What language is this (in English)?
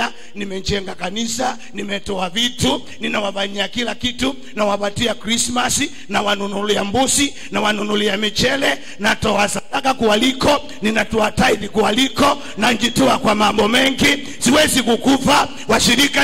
Swahili